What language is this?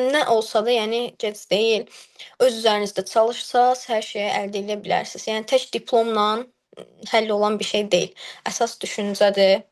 Azerbaijani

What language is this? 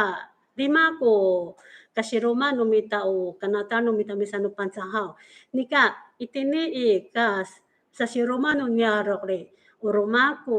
Amis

